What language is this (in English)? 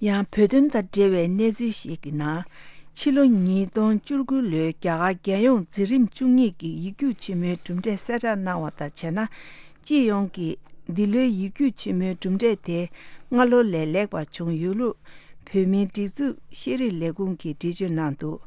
Tibetan